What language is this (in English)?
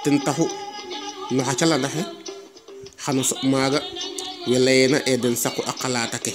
Serer